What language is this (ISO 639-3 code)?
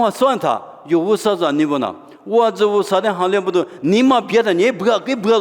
lis